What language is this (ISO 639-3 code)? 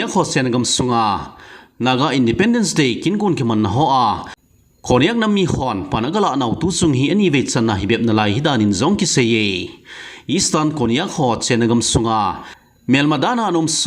tcz